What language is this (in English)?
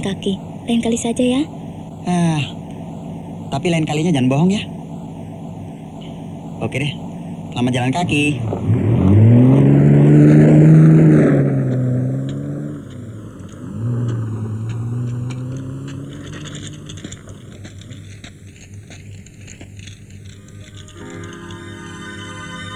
Indonesian